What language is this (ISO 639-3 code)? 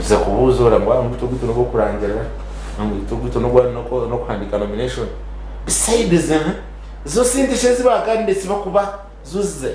nyn